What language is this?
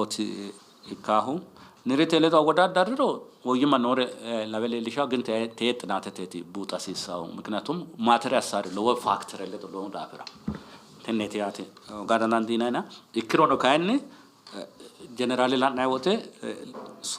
Sidamo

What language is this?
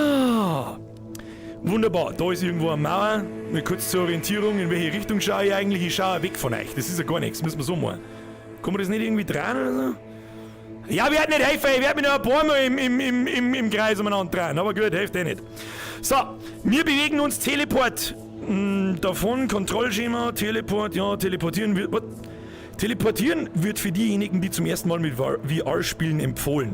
Bavarian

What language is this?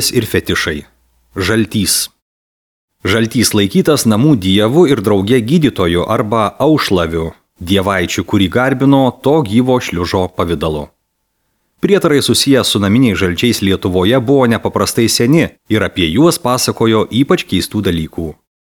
Lithuanian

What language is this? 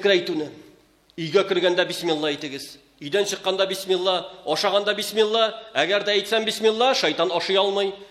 Tatar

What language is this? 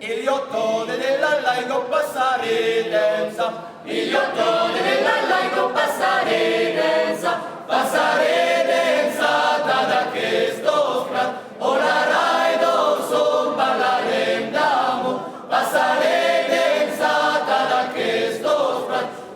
Occitan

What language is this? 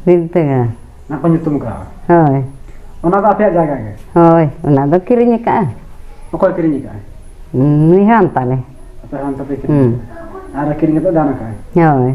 Santali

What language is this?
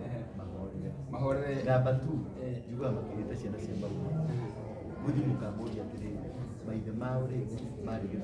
Kikuyu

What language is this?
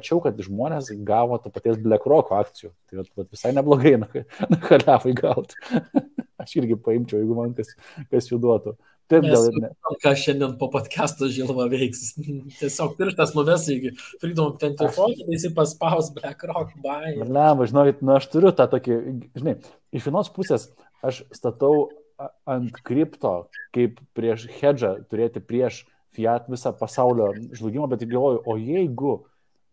Lithuanian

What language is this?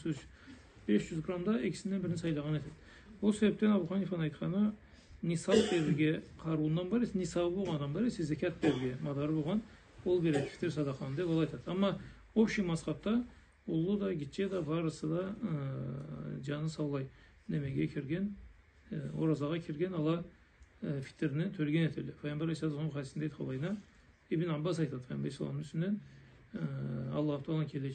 Karachay-Balkar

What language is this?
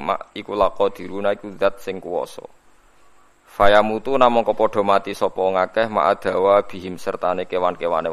Javanese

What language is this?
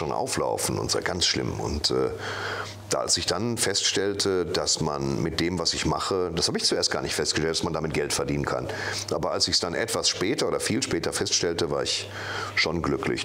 German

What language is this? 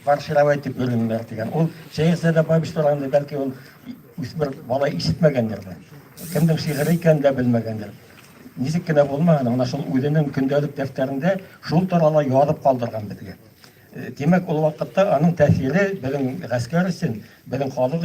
Bashkir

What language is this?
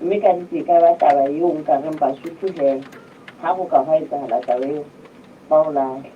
Southern Sotho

